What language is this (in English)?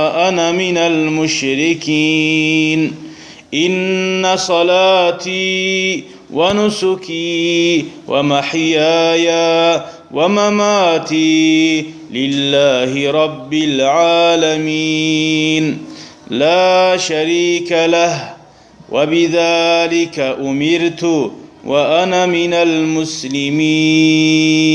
Kumyk